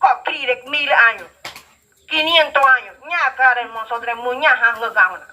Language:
Ngäbere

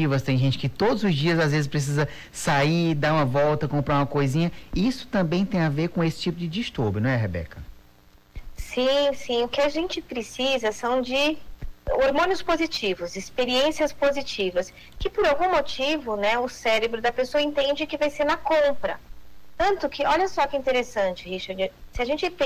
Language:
Portuguese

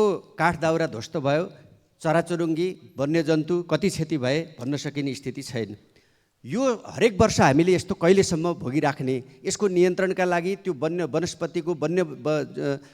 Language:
Nepali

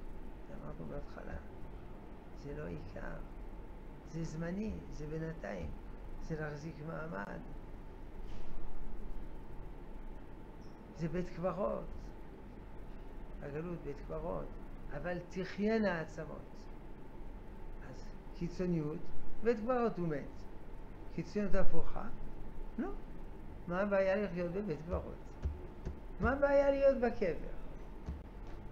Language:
Hebrew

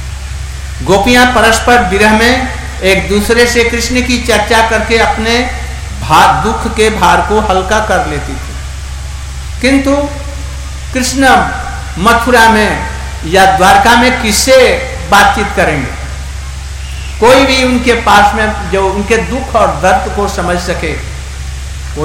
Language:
Hindi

